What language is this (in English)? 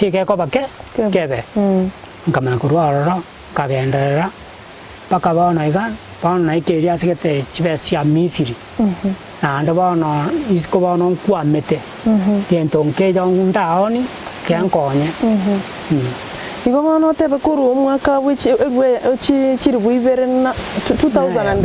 Gusii